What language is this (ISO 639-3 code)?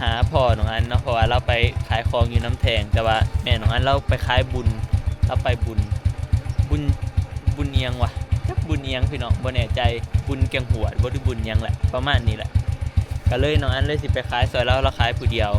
tts